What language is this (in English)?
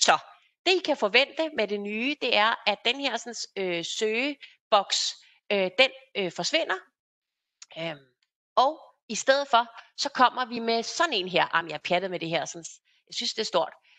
Danish